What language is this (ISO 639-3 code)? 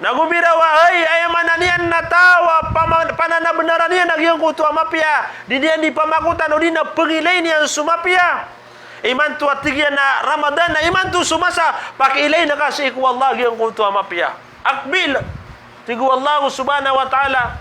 mrw